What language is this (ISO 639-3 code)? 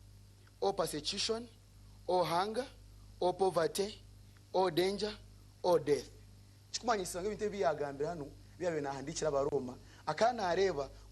nyn